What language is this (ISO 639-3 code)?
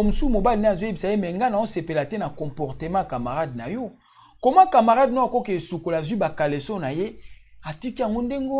lin